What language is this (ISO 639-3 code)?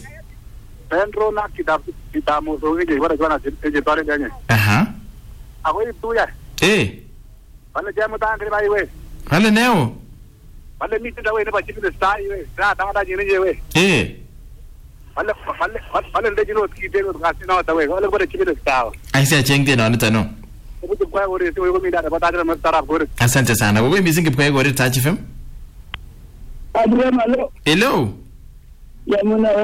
swa